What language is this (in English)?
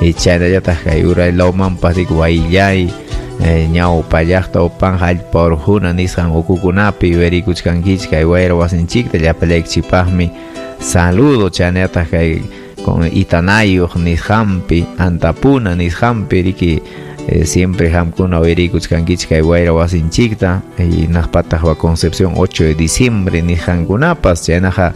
Ayacucho Quechua